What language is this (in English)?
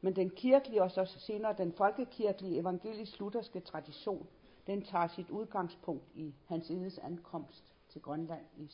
Danish